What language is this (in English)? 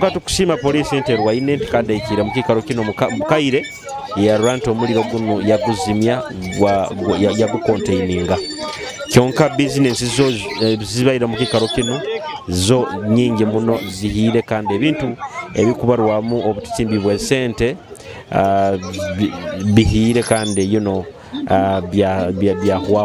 Nyoro